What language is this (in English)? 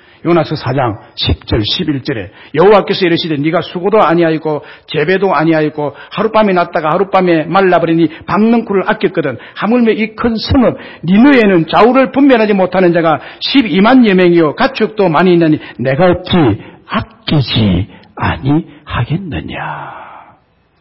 Korean